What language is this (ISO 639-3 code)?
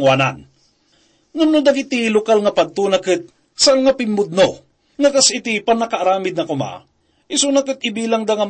ilo